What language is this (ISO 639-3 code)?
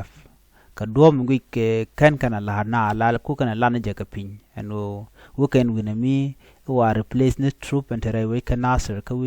nus